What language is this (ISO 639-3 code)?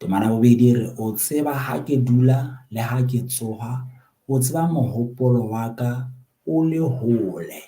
sot